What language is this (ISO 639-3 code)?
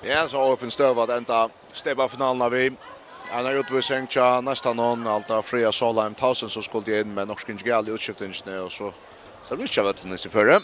fao